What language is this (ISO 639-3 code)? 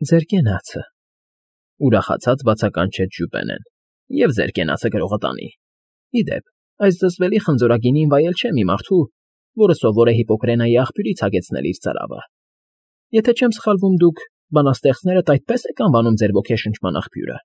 hye